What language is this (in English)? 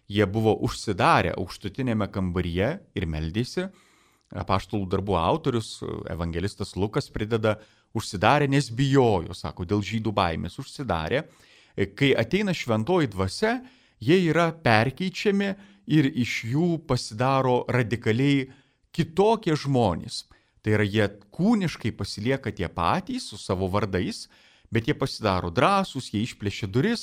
Lithuanian